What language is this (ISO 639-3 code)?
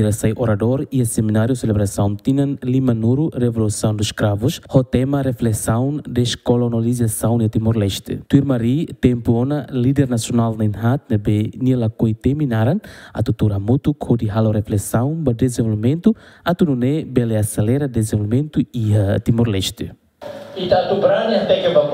tet